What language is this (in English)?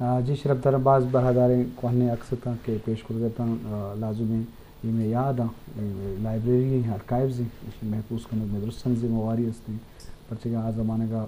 Eastern Balochi